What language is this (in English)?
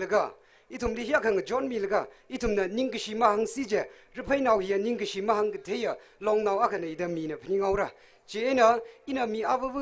Tangkhul Naga (India)